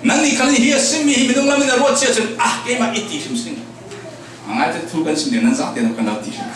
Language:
Falam Chin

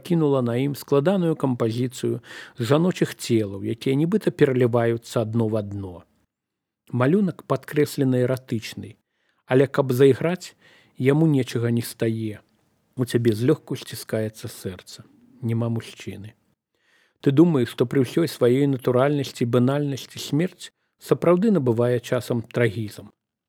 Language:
Belarusian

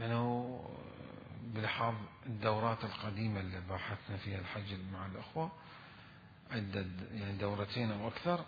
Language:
Mesopotamian Arabic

